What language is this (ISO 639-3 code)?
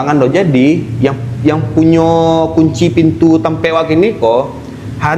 min